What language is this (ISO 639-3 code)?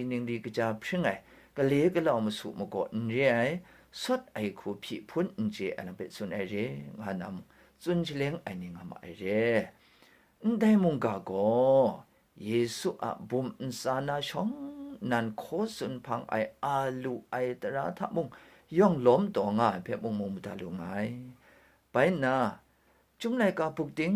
kac